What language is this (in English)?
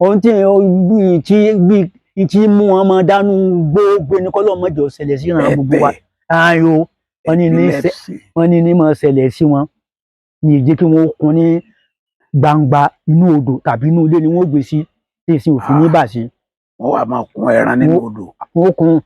Yoruba